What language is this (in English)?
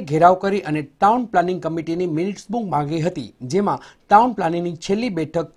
Gujarati